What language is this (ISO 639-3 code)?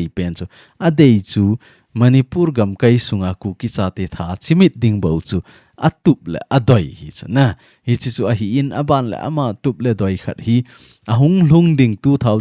tcz